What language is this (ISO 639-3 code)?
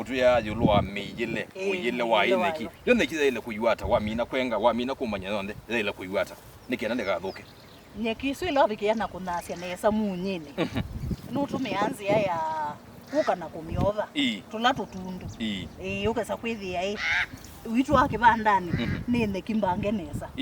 kam